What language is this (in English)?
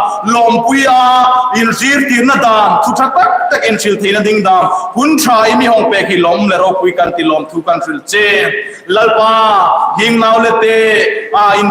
Hmar